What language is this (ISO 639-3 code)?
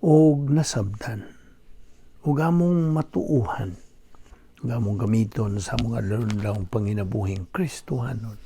ceb